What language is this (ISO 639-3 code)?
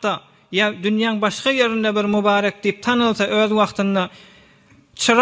tuk